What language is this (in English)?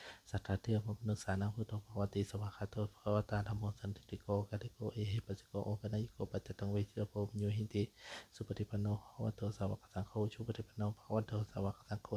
Pali